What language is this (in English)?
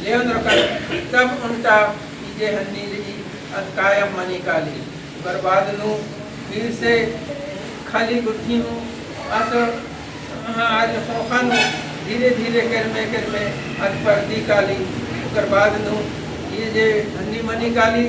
Kurukh